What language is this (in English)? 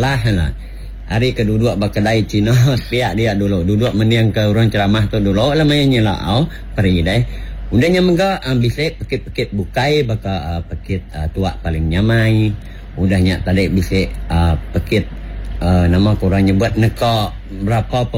Iban